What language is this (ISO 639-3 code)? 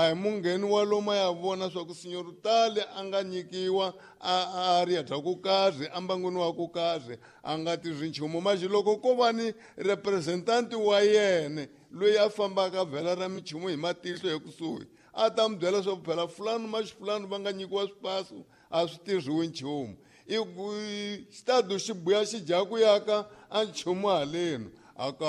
tso